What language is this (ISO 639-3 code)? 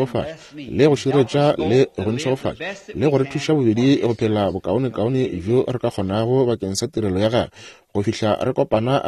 nso